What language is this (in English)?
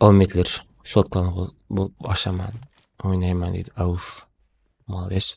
Kara-Kalpak